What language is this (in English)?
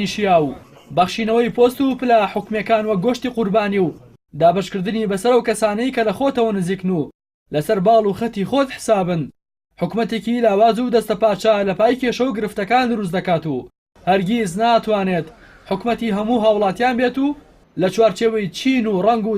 Central Kurdish